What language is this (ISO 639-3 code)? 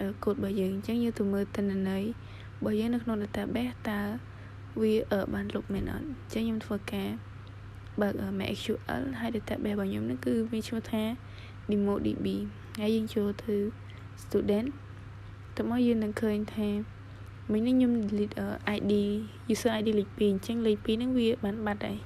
khm